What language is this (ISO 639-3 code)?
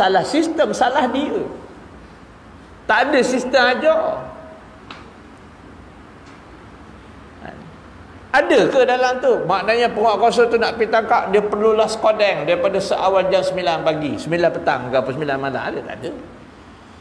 msa